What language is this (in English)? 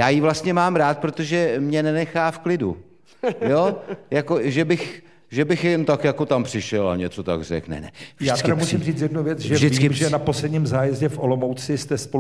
Czech